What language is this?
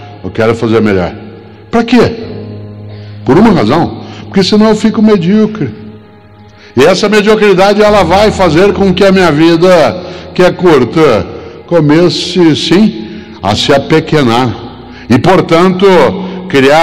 Portuguese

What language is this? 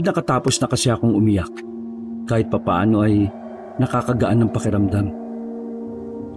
Filipino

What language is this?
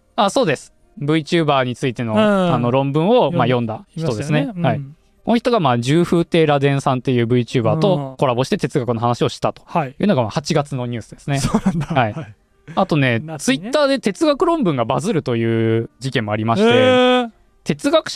Japanese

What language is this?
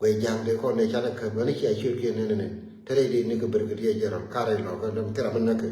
Nuer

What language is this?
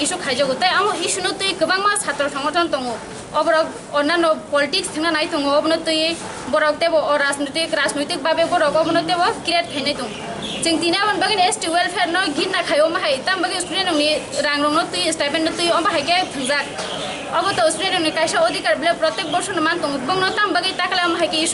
Kok Borok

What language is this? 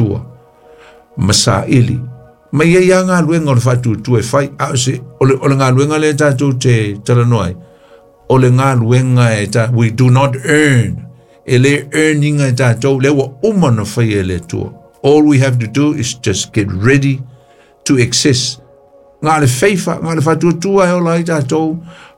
Samoan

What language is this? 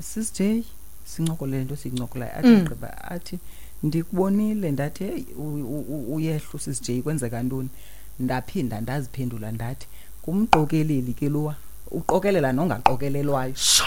Xhosa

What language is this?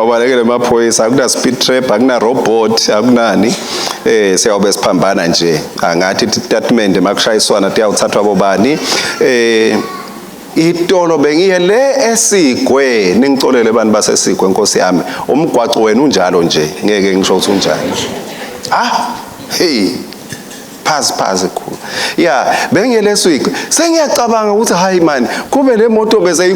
Swati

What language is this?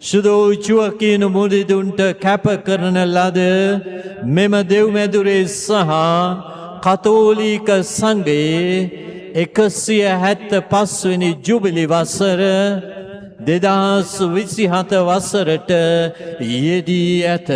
Sinhala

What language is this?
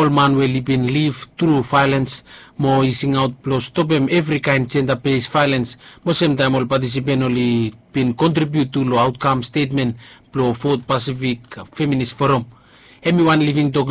Bislama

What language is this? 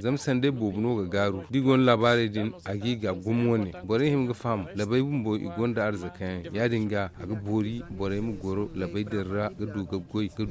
Zarma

